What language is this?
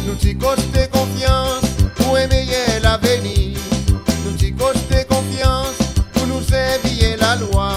Seselwa Creole French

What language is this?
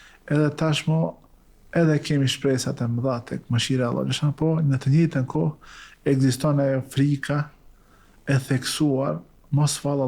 Albanian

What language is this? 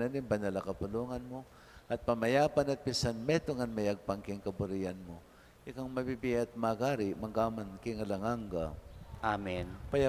Pampanga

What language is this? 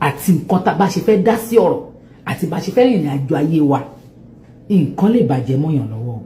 Yoruba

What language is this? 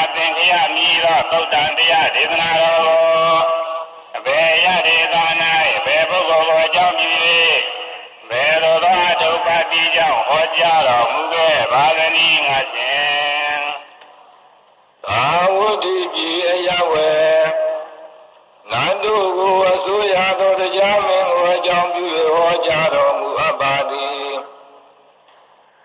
Burmese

